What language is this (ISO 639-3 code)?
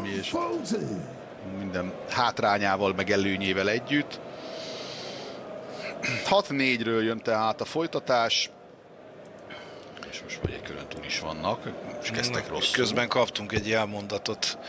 hun